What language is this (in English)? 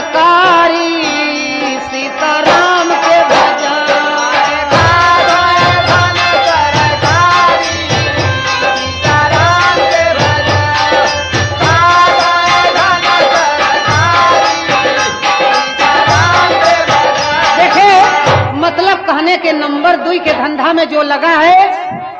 Bhojpuri